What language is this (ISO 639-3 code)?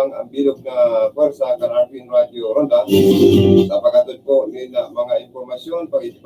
bik